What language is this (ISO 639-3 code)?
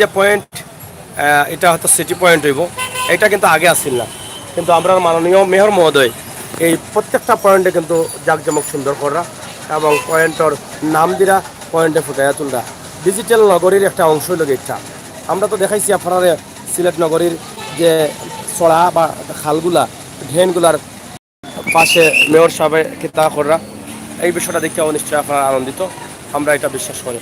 syl